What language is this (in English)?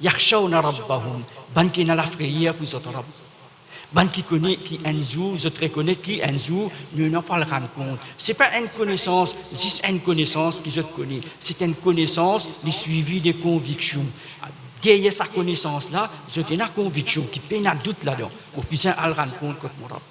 Morisyen